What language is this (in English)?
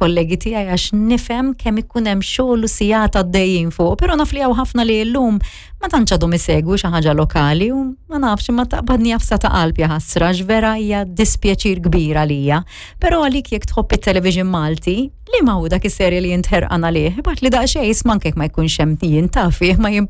Maltese